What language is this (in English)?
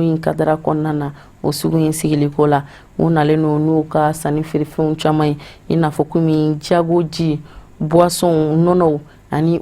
Bambara